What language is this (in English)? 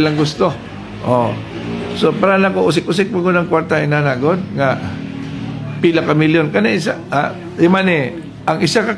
Cebuano